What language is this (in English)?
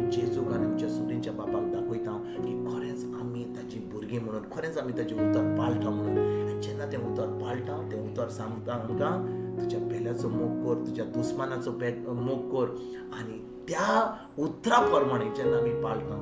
Konkani